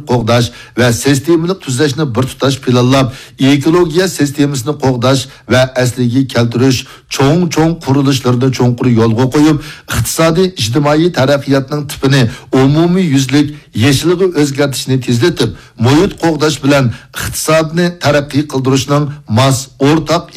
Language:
Uyghur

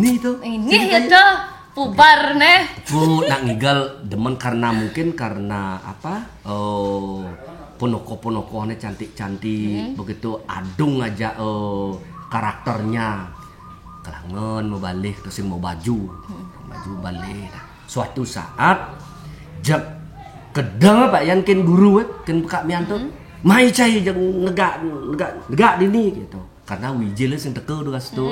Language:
Balinese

